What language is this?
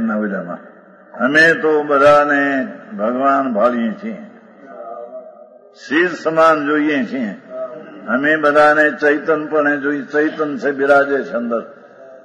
Gujarati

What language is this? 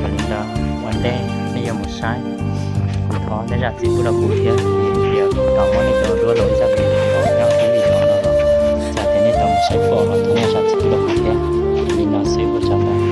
Hmong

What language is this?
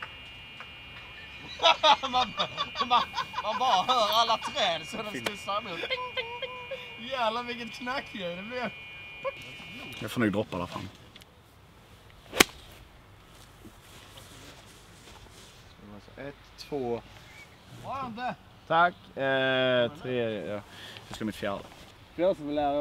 Swedish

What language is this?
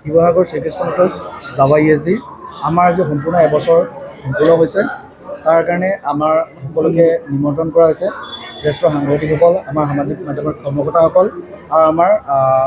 Assamese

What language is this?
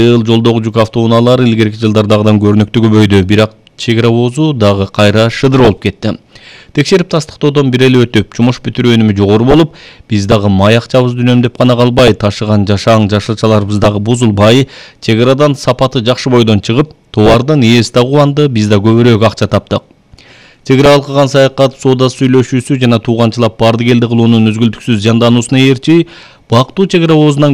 Kyrgyz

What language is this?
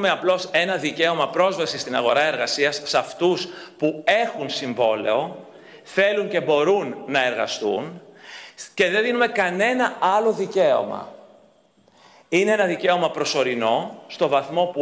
Greek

